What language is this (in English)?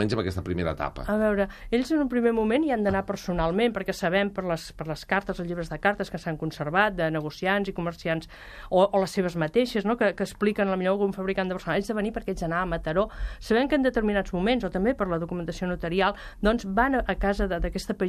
Catalan